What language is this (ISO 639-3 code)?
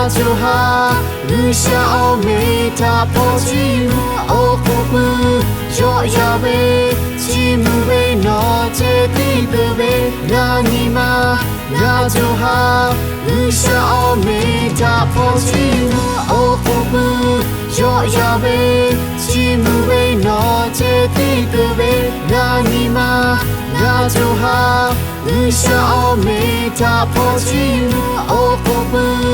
lhu